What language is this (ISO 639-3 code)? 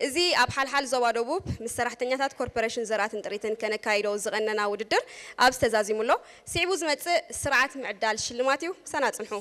tir